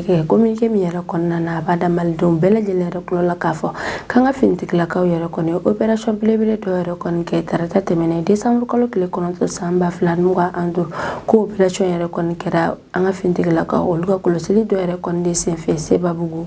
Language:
Bambara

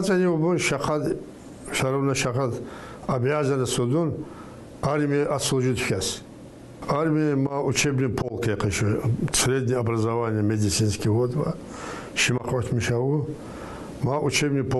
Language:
Tsakhur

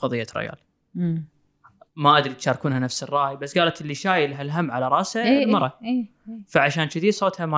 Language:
Gulf Arabic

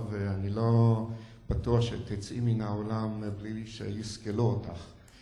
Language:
Hebrew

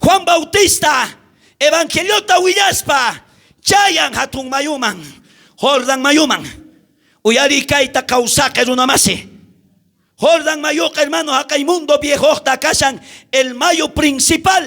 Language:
South Bolivian Quechua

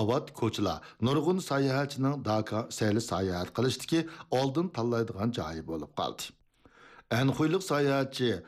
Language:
Uyghur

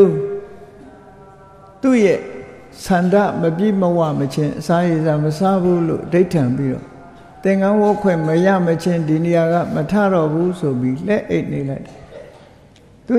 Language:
Burmese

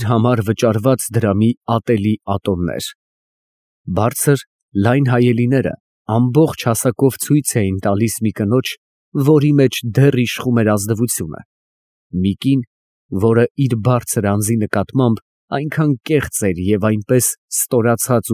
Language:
Armenian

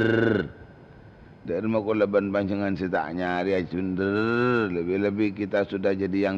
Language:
Madurese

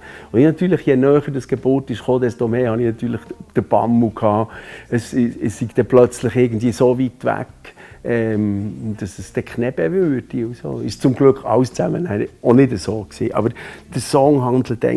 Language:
Swiss German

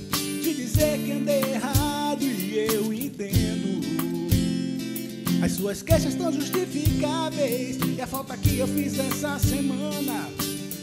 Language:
Portuguese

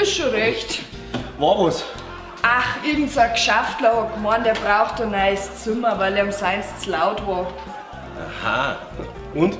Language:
Bavarian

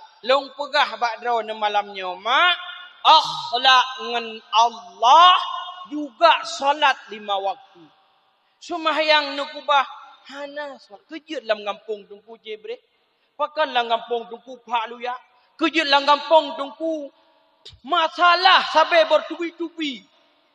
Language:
Achinese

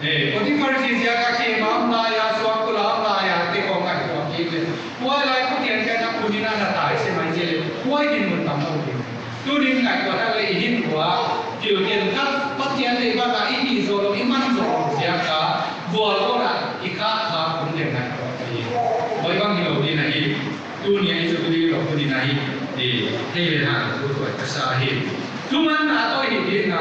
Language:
Paite Chin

